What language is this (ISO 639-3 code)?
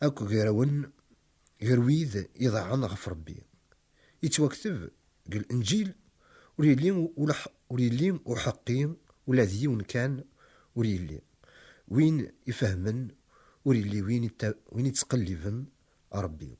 kab